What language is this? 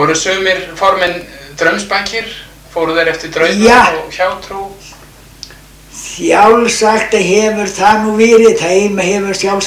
Icelandic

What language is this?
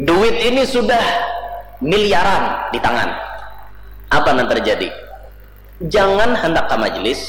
Banjar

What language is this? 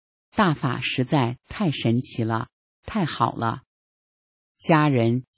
Chinese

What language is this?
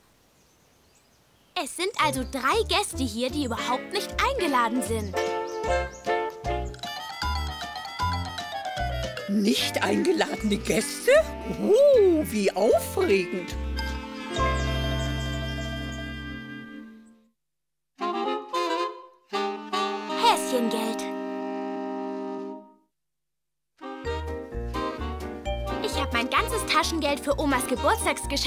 German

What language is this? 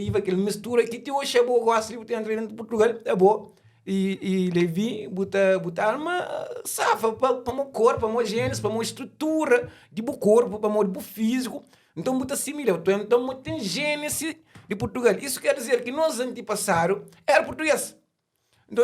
Kabuverdianu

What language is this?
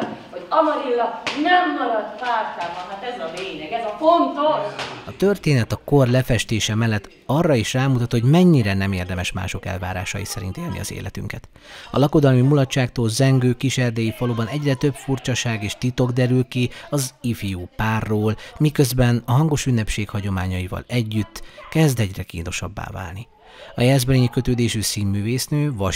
Hungarian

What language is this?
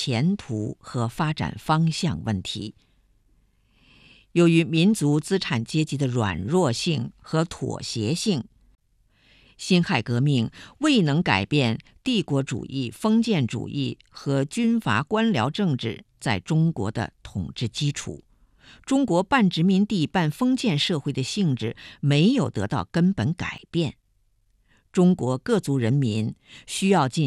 Chinese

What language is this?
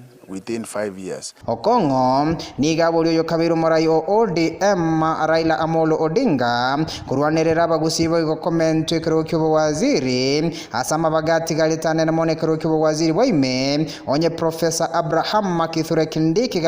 Gusii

